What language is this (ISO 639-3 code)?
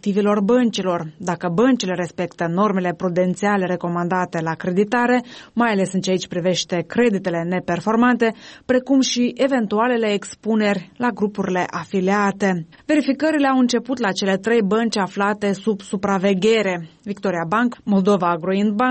ron